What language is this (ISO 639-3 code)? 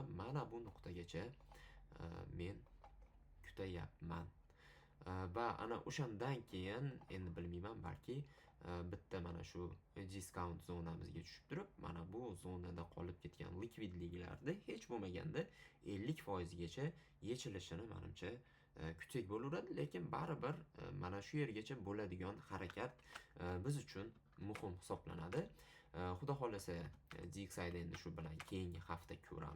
uzb